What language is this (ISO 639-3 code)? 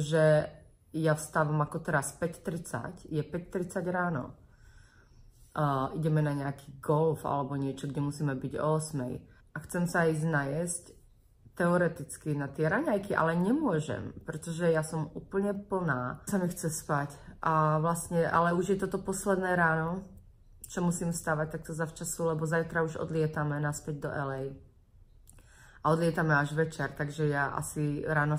slk